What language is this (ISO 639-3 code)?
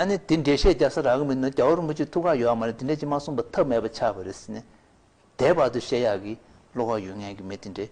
bod